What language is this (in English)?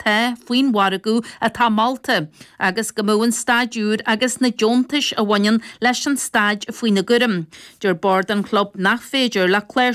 Irish